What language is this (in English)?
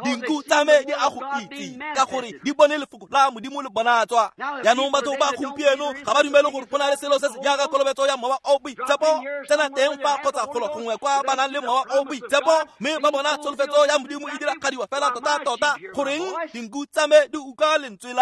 Tswana